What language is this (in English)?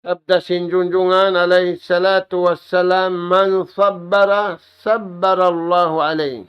Tausug